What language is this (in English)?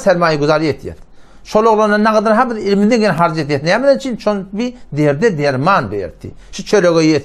Turkmen